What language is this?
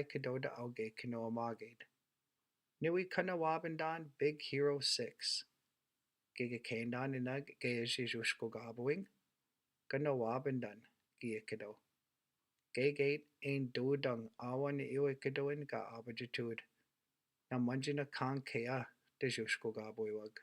Chippewa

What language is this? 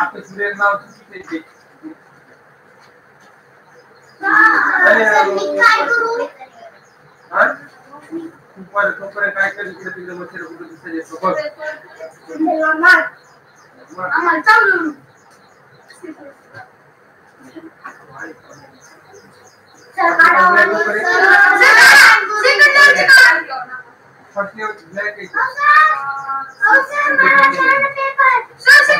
Marathi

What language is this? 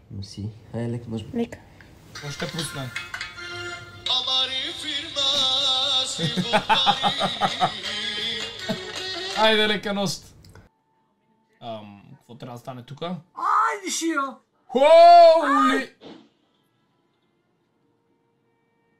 Bulgarian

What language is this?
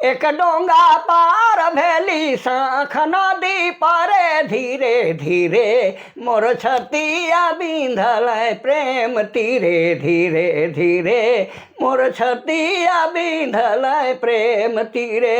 Sadri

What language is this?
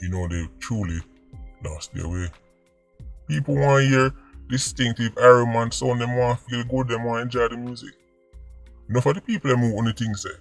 Jamaican Creole English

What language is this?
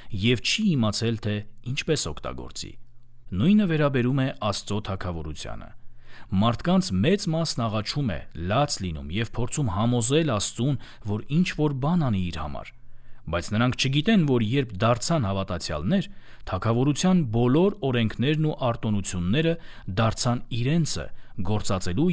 Armenian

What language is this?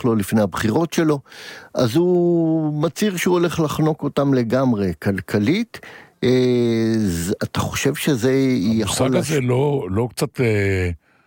Hebrew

